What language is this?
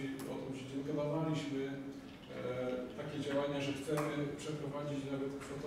Polish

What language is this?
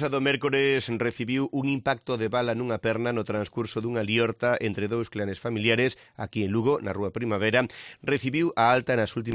Galician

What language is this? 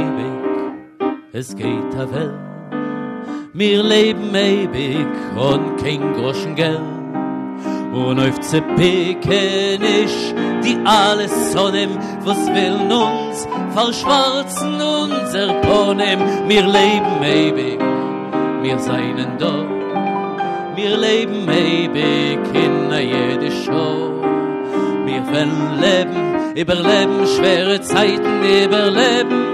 Yiddish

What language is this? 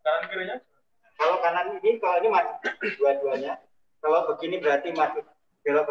Indonesian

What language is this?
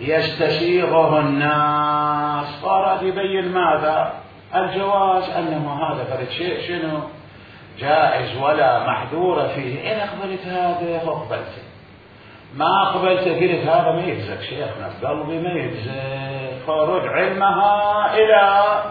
Mesopotamian Arabic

